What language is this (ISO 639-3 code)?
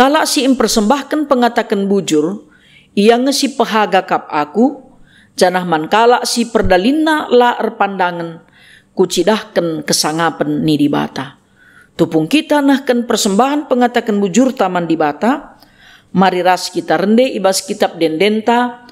btx